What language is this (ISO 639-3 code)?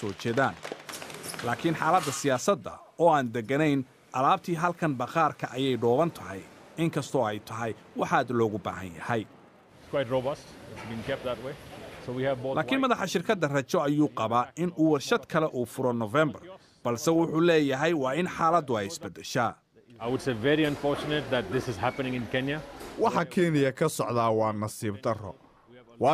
som